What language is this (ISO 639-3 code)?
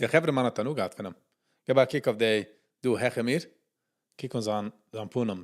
yid